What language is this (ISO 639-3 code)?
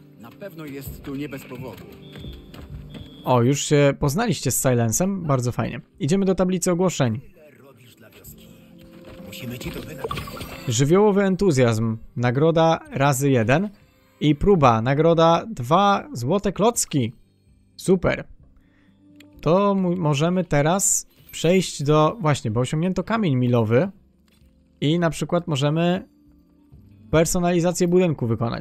pol